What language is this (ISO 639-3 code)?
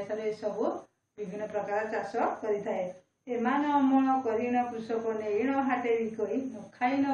ori